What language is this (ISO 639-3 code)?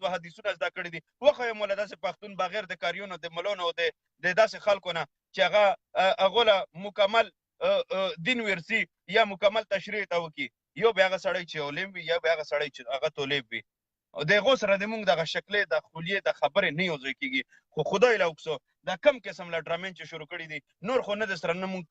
pus